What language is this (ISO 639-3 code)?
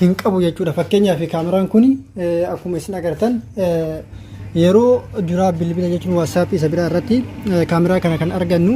orm